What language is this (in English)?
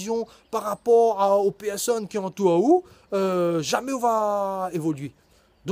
Réunion Creole French